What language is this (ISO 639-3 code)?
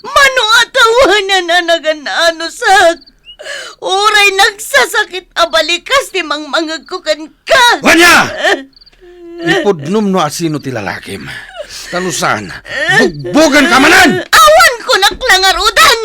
ilo